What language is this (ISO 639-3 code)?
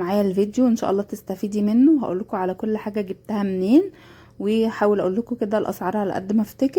arz